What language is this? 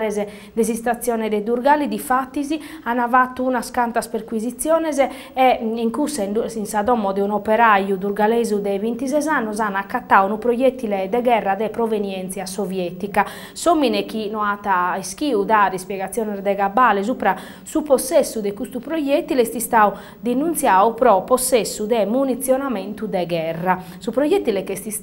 Sardinian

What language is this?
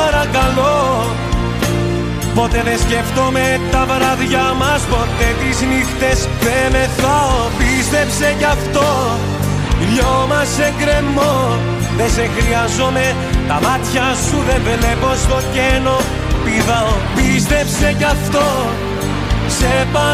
Greek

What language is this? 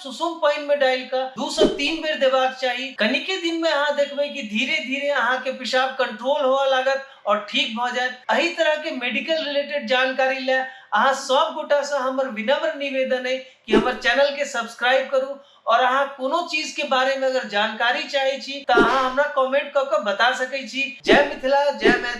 Maithili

